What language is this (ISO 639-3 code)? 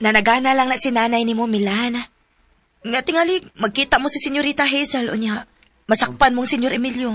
ceb